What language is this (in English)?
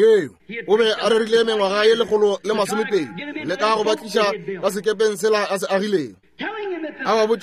Northern Sotho